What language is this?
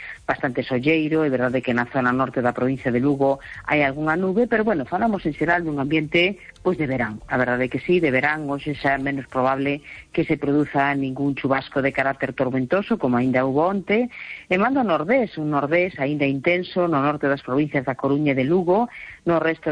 Galician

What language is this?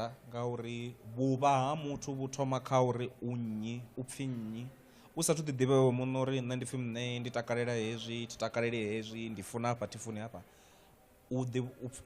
Venda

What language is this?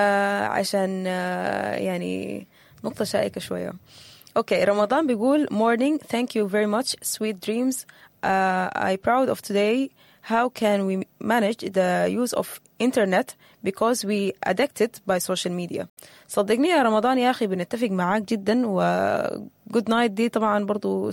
Sudanese Arabic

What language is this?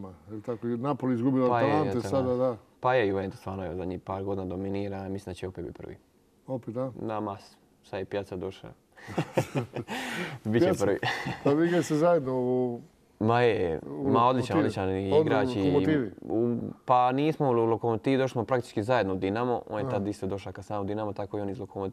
Croatian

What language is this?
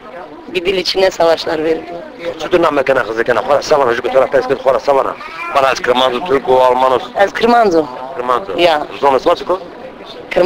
Zaza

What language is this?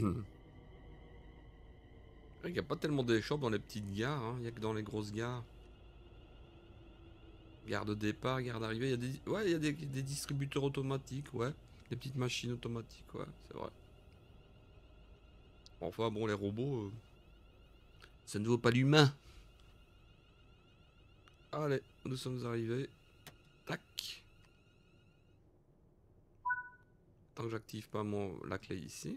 French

